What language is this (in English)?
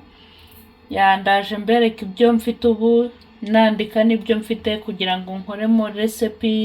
Kinyarwanda